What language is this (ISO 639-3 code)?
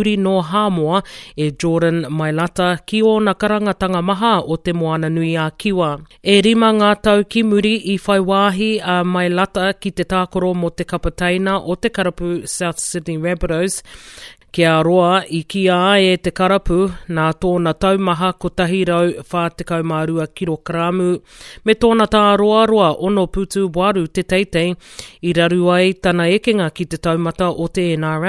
mri